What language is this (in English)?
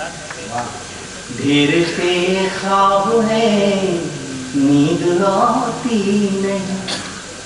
Hindi